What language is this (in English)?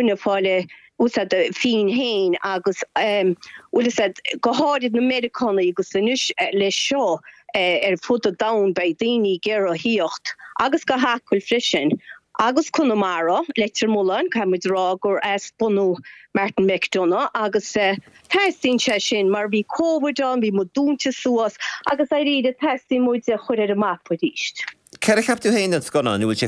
Irish